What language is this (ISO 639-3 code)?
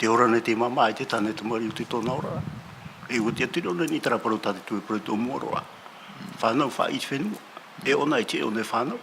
tah